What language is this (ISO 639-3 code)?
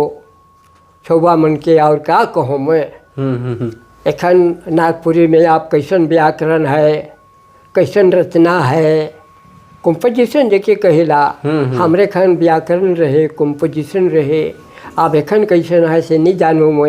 sck